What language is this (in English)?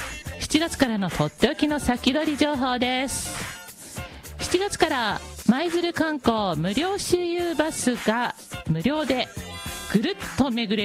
Japanese